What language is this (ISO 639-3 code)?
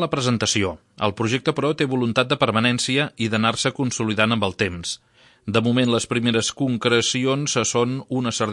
cat